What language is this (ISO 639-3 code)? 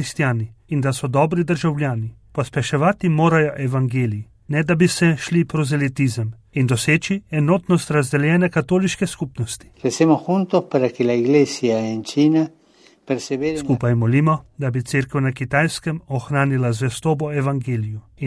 slv